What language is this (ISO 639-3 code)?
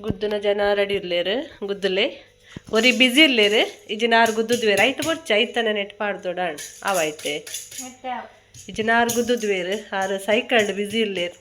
tcy